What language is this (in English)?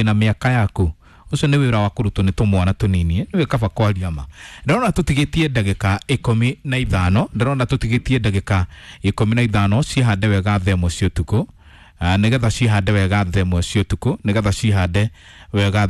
Kikuyu